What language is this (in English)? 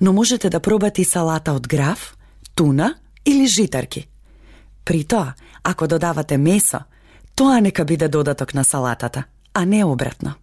Macedonian